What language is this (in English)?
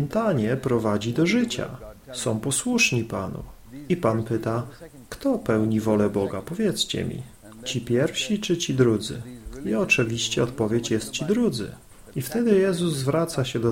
Polish